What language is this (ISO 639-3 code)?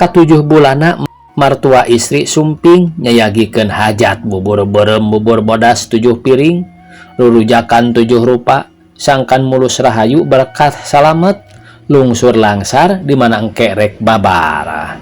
sun